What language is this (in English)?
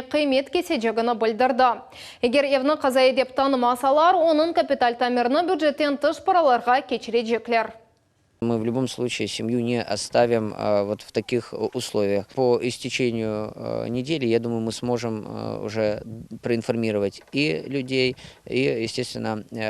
Crimean Tatar